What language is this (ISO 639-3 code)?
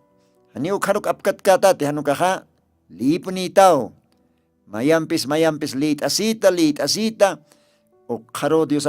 aym